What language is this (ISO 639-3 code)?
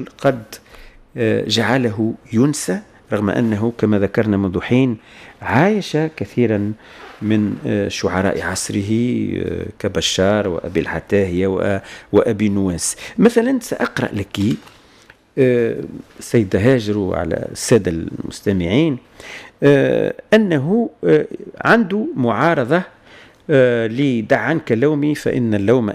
aeb